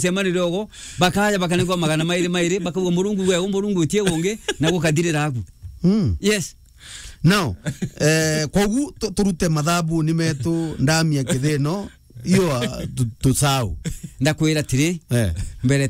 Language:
Meru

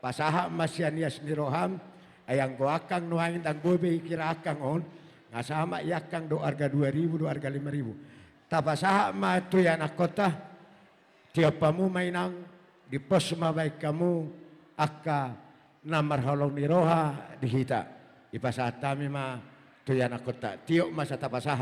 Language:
Batak Toba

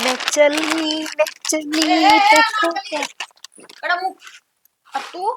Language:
Haryanvi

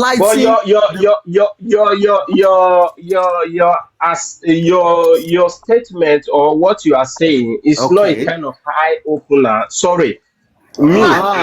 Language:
Nigerian Pidgin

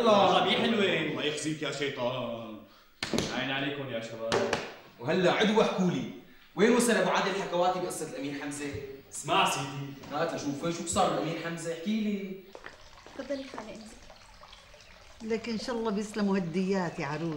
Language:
North Levantine Arabic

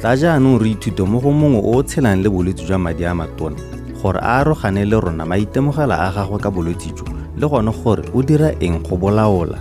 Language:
Tswana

